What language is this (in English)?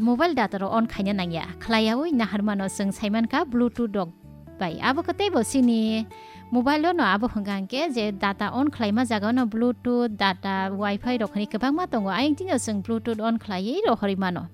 Kok Borok